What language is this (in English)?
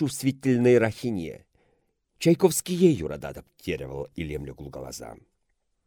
Chuvash